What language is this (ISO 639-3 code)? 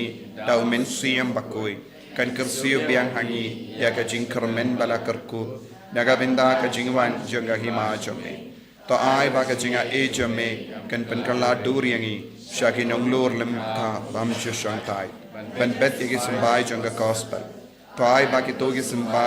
kha